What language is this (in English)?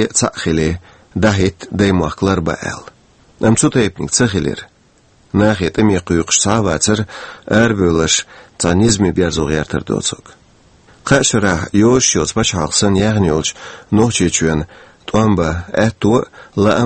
Chechen